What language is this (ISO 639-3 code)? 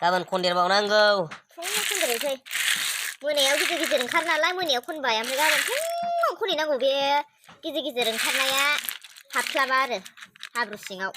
brx